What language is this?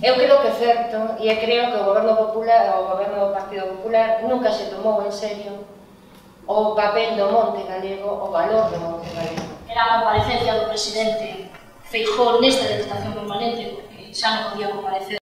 Galician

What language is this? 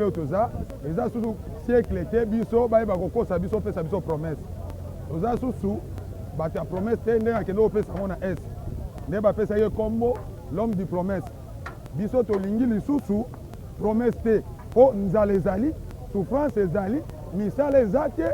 Lingala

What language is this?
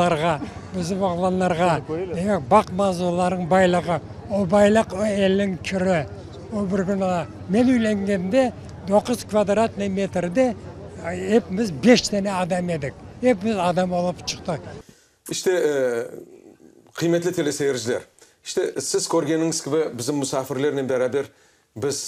Crimean Tatar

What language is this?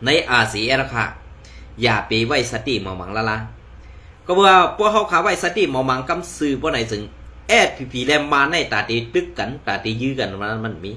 Shan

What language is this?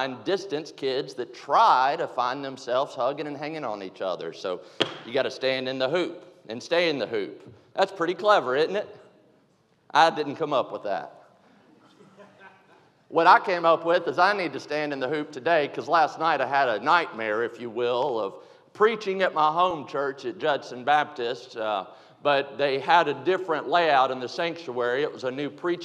English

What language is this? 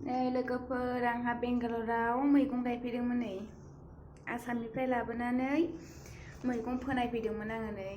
Bodo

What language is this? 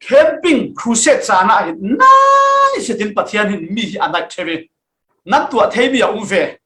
Falam Chin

